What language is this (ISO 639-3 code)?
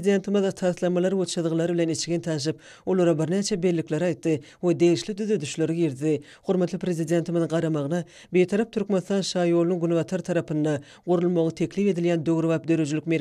tuk